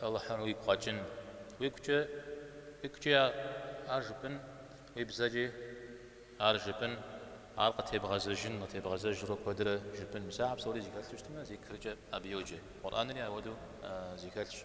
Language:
Kabardian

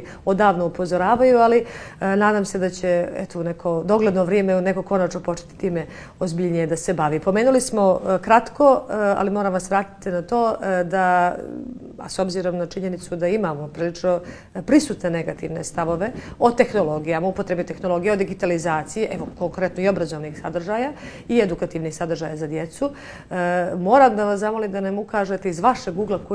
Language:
Bosnian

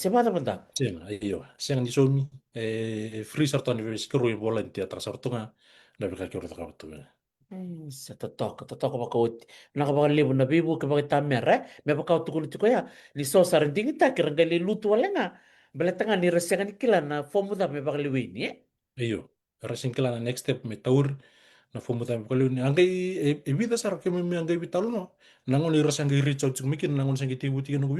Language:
Fijian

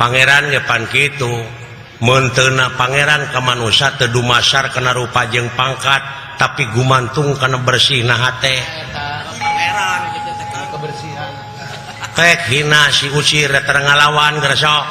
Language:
Sundanese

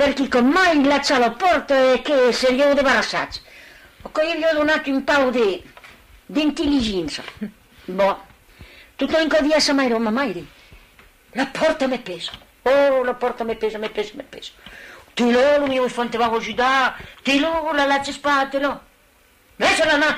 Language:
Occitan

